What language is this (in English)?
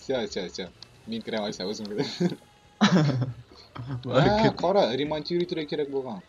Tatar